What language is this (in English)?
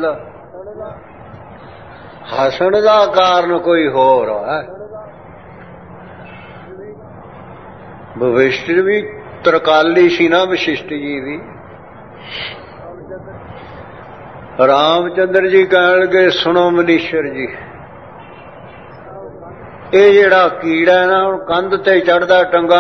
Punjabi